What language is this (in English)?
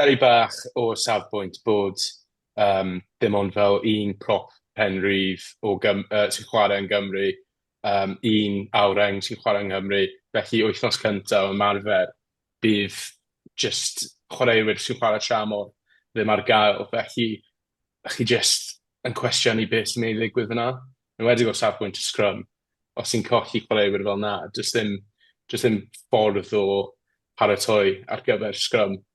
Welsh